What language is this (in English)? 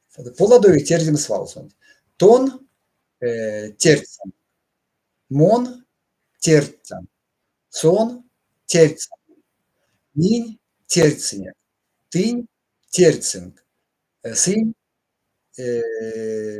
Erzya